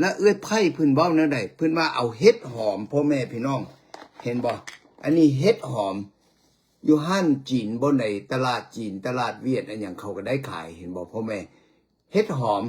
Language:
Lao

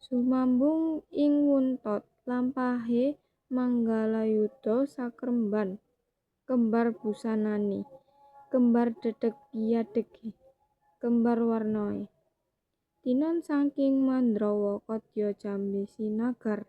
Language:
Javanese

